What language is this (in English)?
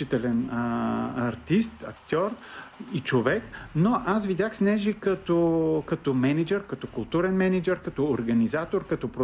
Bulgarian